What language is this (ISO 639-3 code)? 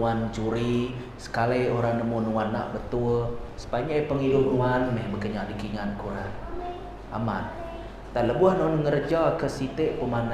iba